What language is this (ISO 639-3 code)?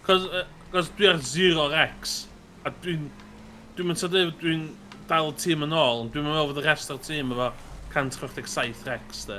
cym